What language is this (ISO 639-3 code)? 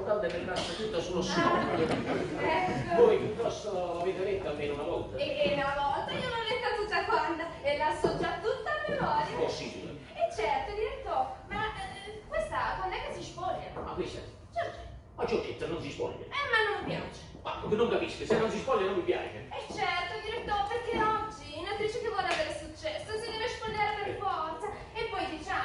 ita